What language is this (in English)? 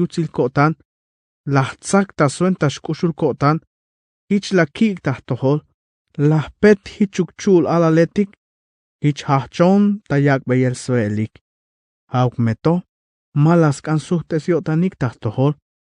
Tzeltal